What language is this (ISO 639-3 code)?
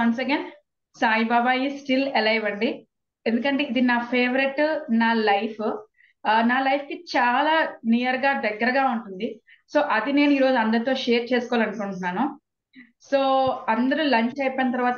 tel